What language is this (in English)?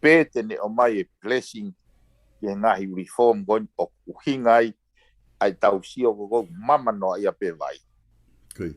Tongan